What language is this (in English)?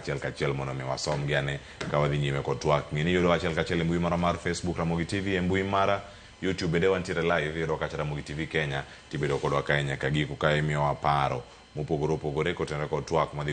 Luo (Kenya and Tanzania)